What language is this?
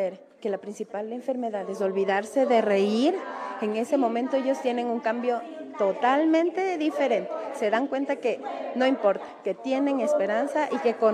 Spanish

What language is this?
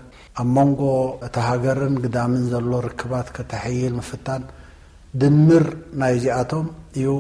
Tigrinya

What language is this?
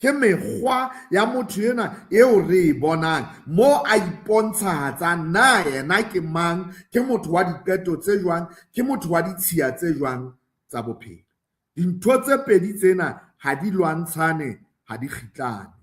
Southern Sotho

